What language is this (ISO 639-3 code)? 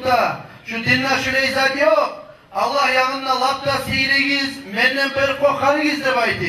kum